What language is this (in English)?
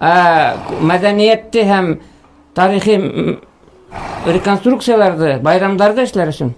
Bashkir